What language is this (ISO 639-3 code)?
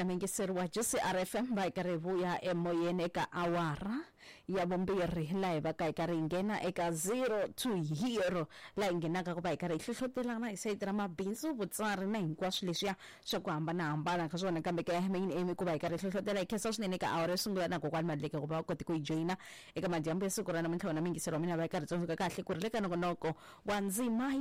tso